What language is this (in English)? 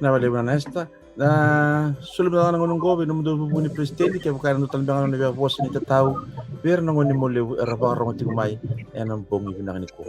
Fijian